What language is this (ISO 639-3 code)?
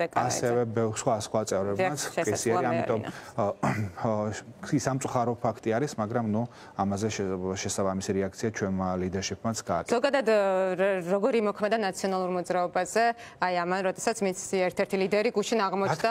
kat